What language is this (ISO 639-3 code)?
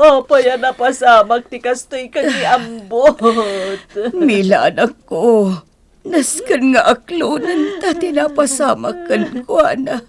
ilo